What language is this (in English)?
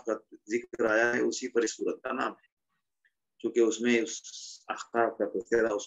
Urdu